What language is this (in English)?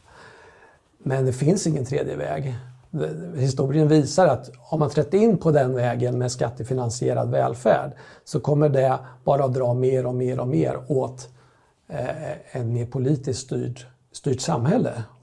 Swedish